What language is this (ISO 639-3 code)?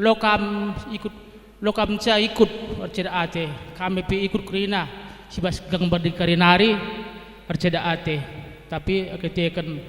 btx